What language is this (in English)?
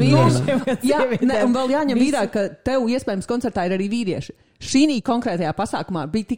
Latvian